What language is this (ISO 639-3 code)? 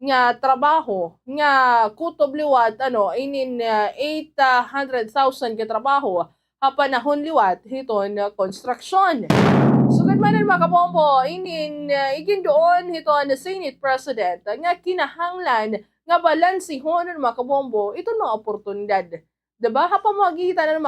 war